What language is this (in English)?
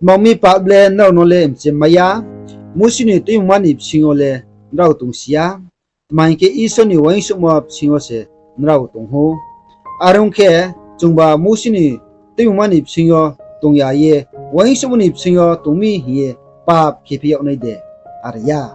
Riang (India)